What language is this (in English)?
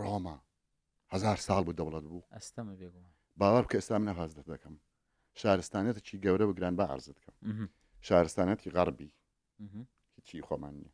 Central Kurdish